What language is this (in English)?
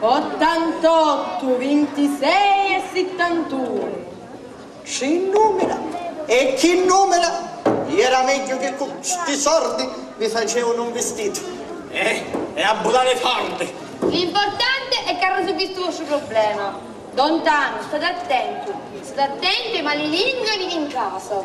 Sicilian